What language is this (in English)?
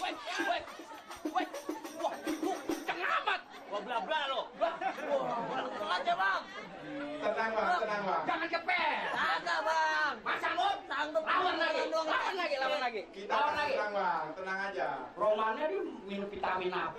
Betawi